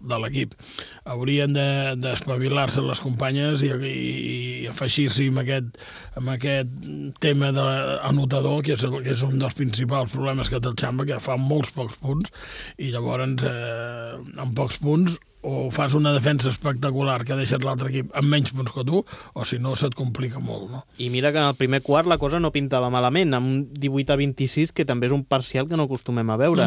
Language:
Catalan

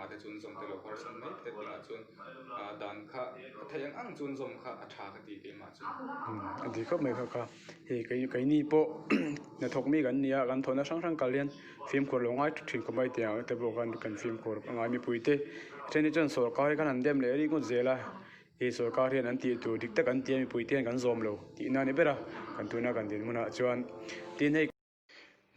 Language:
Mizo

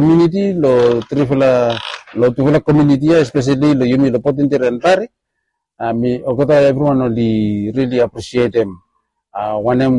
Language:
Bislama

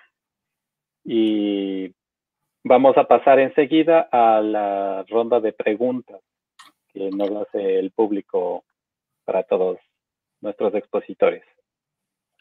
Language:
Spanish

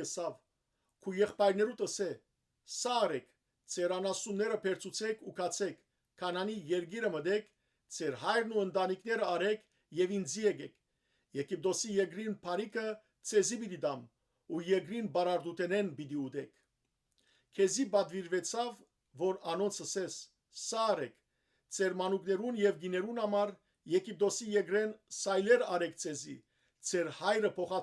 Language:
Western Armenian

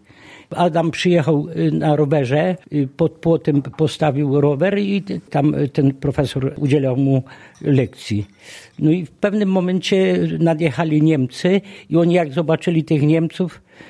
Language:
Polish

